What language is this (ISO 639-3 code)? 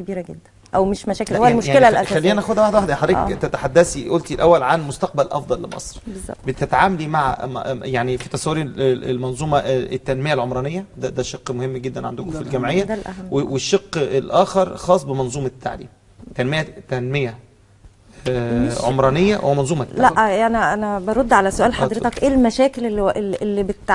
arz